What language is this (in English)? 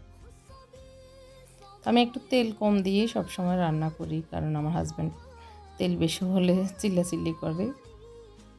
Bangla